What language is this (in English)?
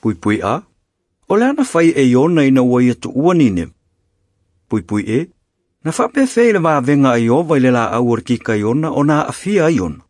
Samoan